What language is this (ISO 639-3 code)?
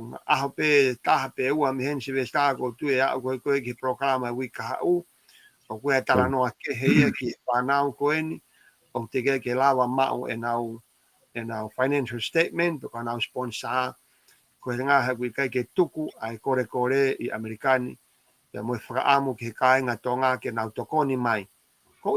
ton